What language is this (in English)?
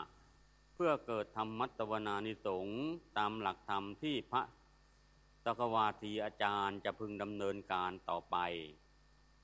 Thai